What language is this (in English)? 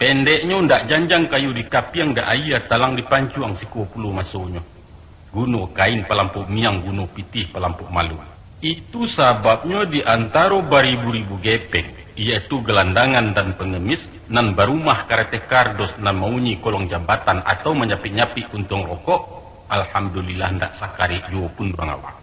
Minangkabau